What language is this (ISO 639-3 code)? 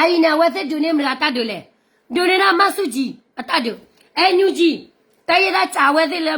ksw